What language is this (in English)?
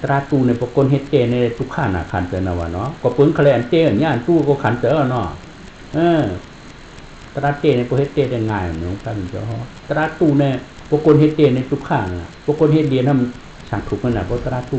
Shan